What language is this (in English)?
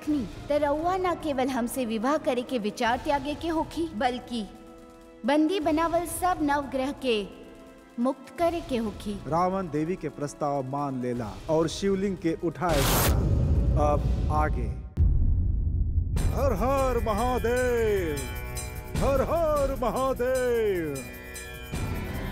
Bhojpuri